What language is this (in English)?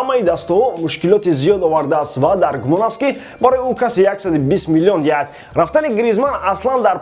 Tajik